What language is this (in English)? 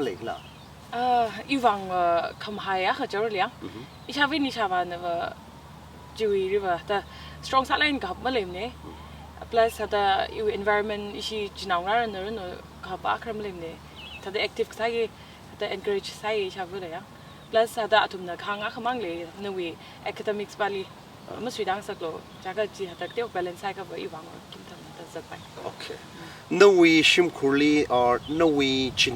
Tangkhul Naga (India)